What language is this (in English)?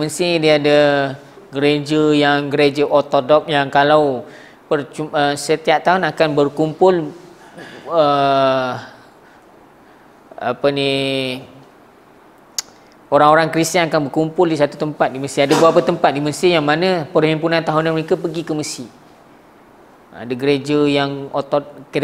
Malay